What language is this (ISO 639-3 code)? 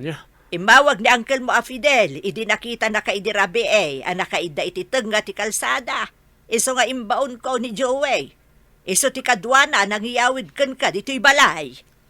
ilo